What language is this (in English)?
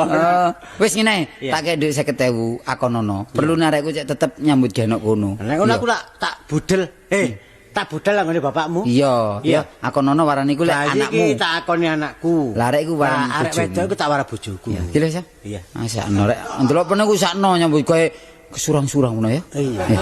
Javanese